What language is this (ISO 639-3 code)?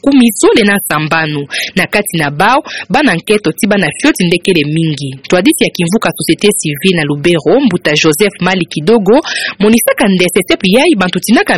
ktu